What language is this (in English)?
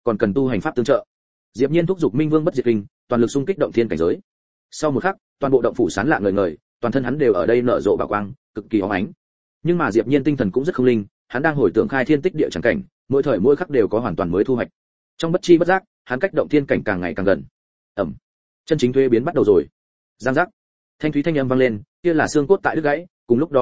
Vietnamese